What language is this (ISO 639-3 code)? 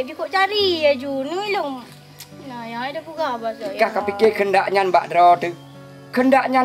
ace